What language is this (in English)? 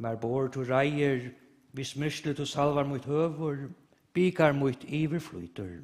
Faroese